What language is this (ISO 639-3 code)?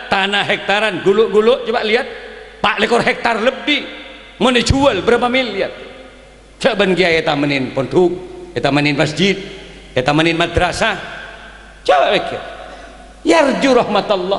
mad